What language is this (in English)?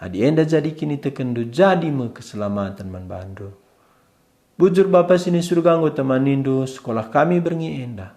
Batak Karo